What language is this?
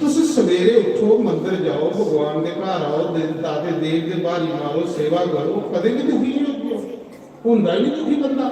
Dogri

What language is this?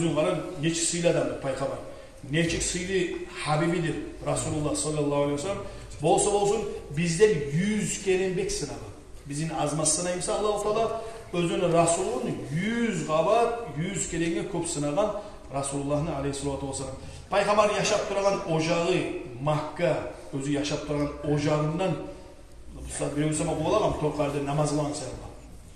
Kumyk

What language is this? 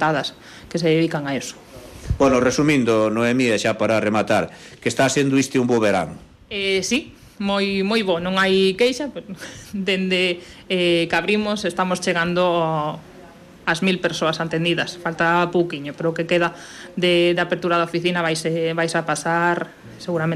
Galician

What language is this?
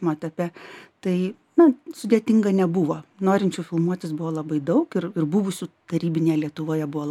Lithuanian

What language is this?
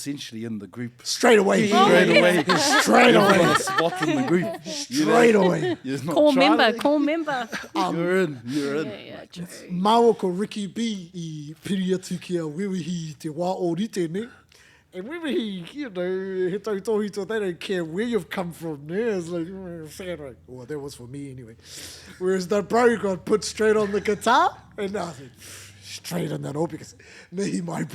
Māori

